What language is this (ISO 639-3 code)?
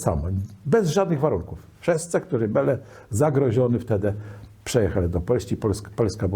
csb